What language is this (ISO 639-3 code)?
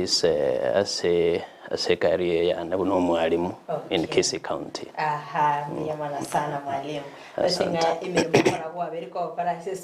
guz